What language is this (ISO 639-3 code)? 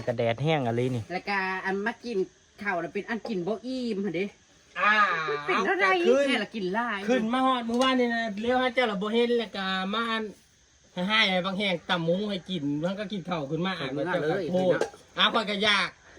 tts